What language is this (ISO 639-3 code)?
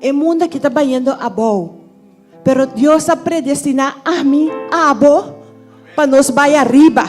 pap